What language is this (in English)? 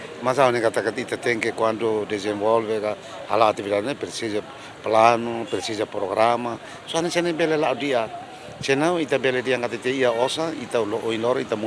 Tetum